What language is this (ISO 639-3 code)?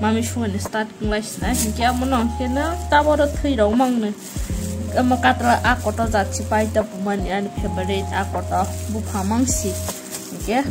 trp